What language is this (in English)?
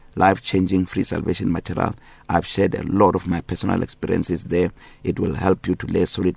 English